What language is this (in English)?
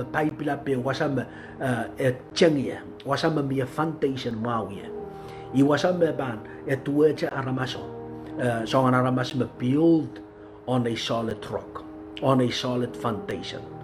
Pohnpeian